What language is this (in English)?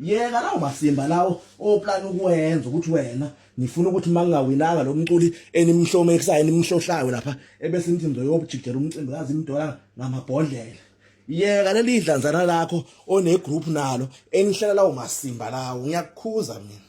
Zulu